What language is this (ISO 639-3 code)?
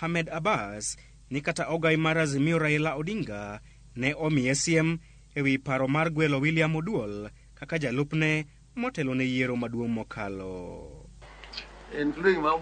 luo